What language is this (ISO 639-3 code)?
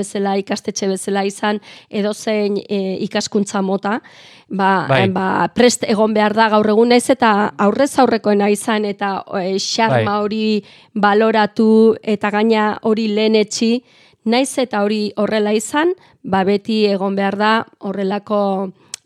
eus